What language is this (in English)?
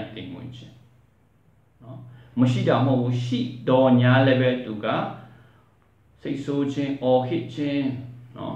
Burmese